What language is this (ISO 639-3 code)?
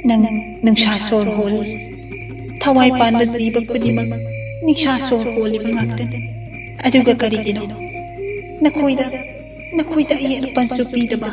mni